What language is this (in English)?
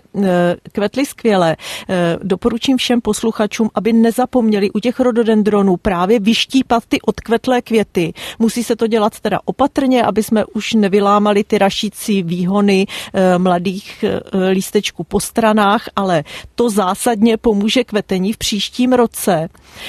Czech